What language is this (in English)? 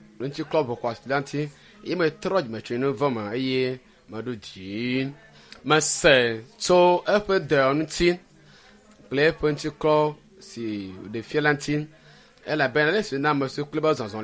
Ewe